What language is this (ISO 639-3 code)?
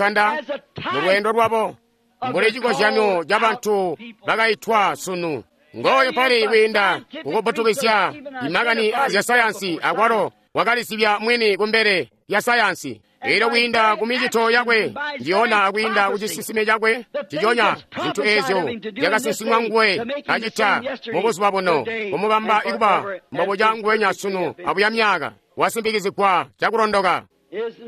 toi